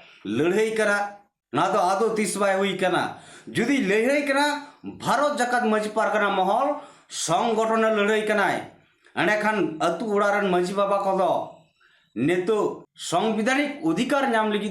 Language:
Santali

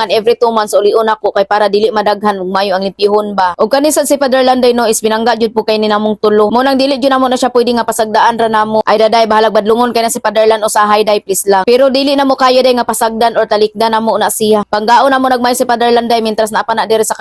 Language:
Cebuano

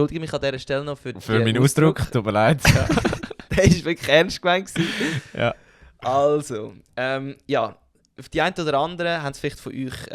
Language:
Swiss German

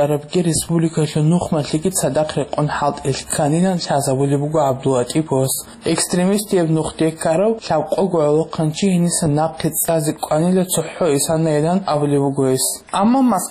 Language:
Avaric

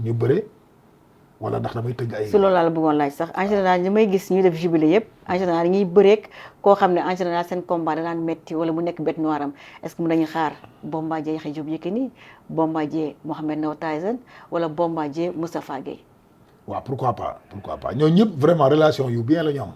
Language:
Wolof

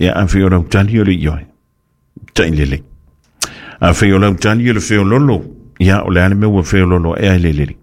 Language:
Samoan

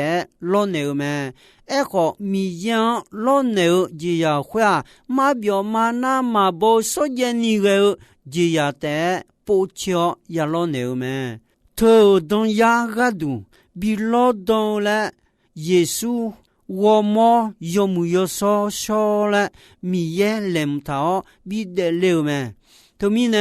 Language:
Akha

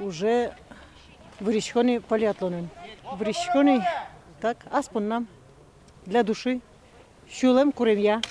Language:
Udmurt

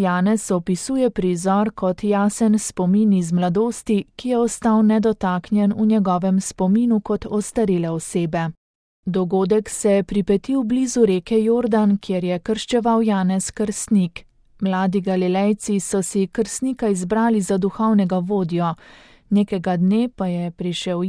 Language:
Slovenian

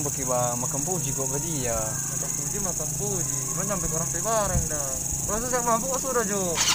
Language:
Manado Malay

